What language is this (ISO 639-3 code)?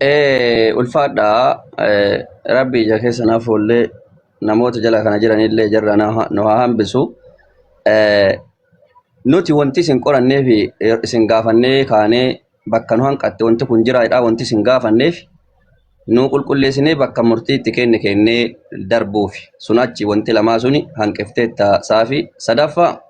orm